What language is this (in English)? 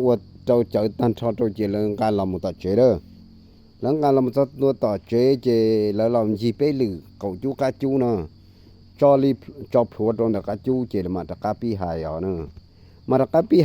Hmong